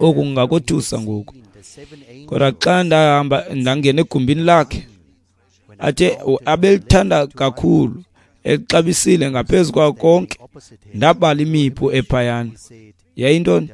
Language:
Xhosa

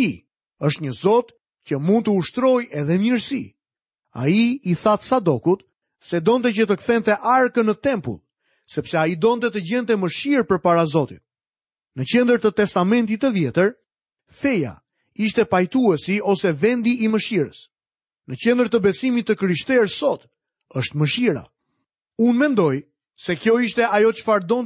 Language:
Albanian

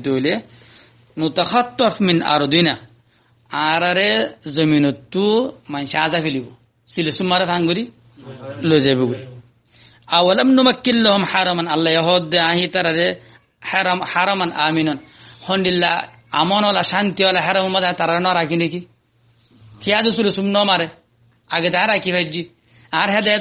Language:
Rohingya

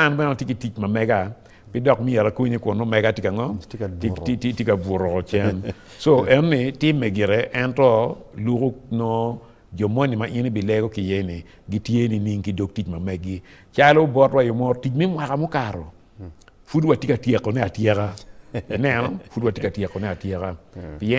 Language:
Acoli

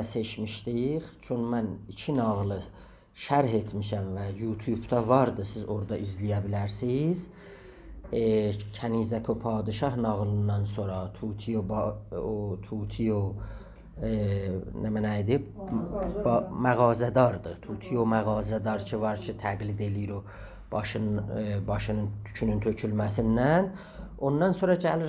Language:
South Azerbaijani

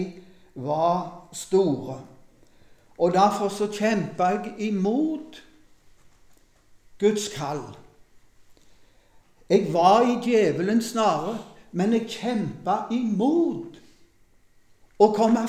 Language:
Norwegian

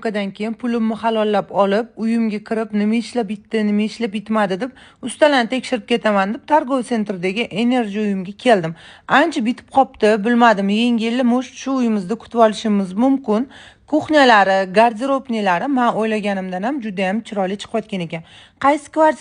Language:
Uzbek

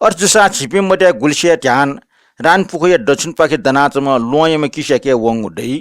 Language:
Newari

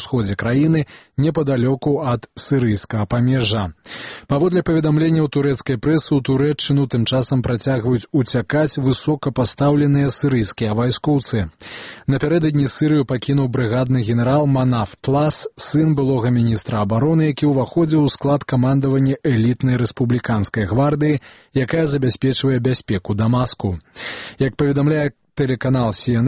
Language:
Belarusian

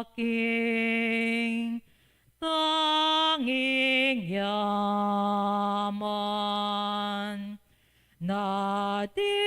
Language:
Pampanga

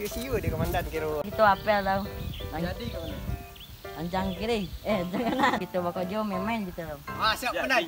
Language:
Minangkabau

